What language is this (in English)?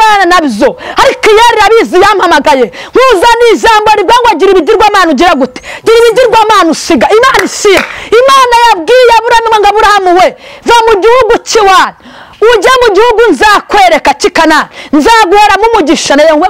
Kinyarwanda